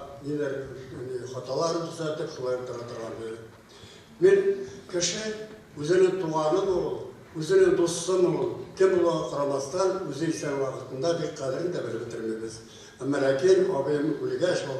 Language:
Bashkir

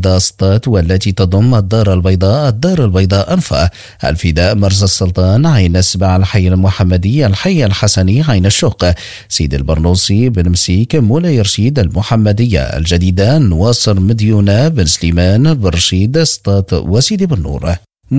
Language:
Arabic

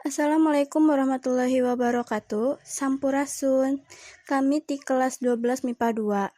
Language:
Sundanese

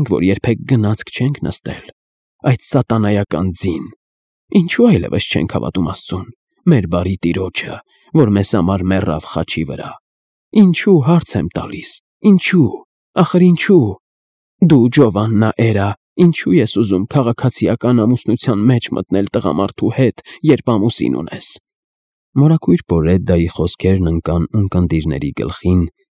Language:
Armenian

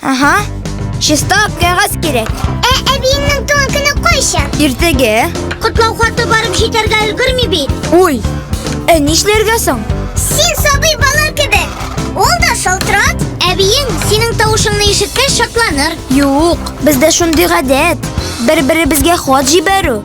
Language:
Tatar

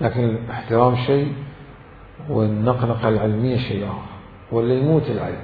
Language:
Mesopotamian Arabic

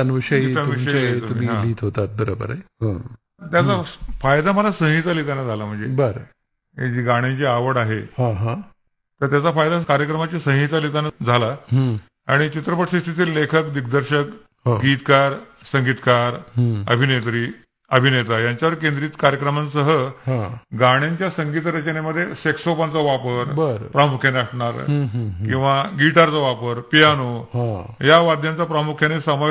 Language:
Marathi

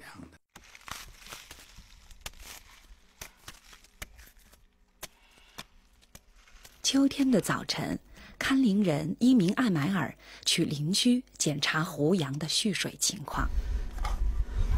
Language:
Chinese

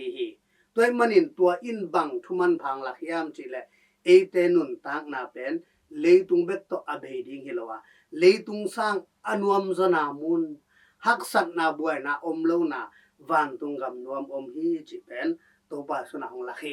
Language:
Tedim Chin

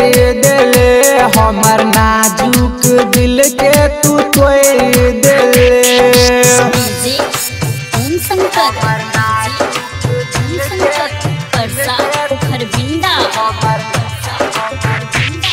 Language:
Bhojpuri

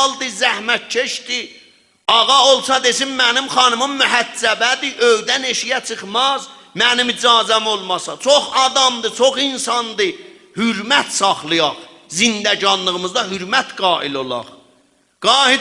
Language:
South Azerbaijani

